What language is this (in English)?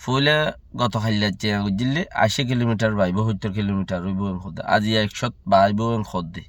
Rohingya